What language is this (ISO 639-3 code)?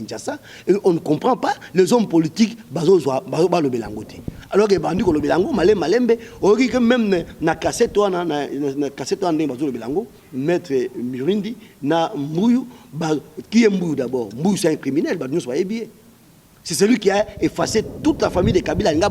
lin